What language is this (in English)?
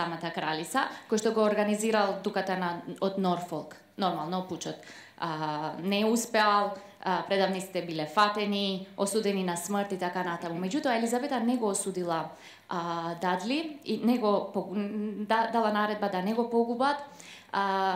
Macedonian